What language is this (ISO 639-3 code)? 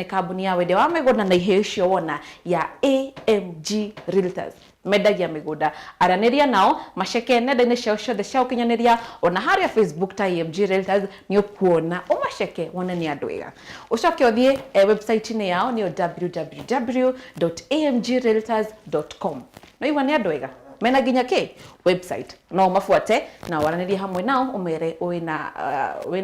kik